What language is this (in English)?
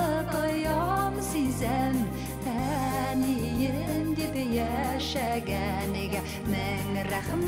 Bashkir